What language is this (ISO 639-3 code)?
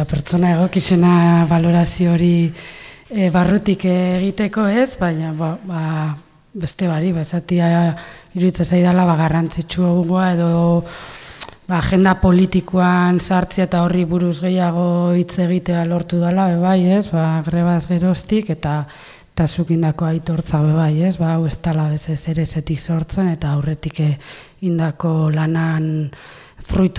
eus